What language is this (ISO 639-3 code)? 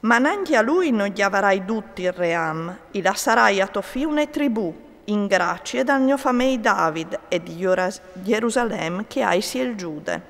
fur